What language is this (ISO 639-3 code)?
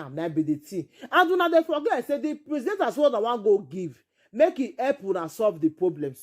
pcm